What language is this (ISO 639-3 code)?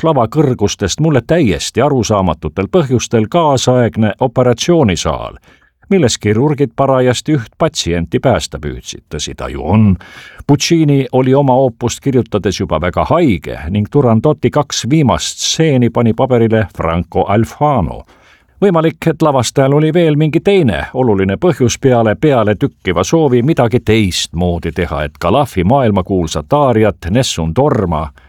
est